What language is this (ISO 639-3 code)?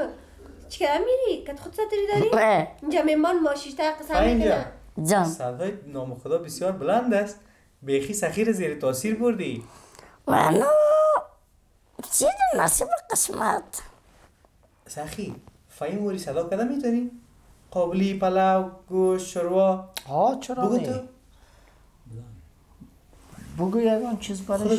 fas